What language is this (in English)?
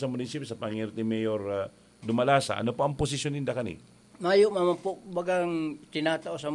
Bikol